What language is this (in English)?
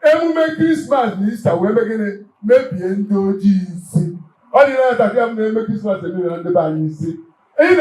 Igbo